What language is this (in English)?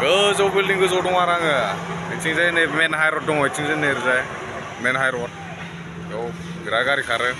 Bodo